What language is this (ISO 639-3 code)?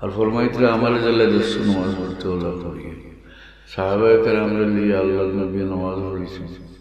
syl